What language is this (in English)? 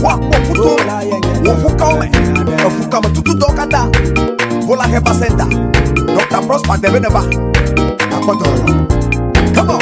Ewe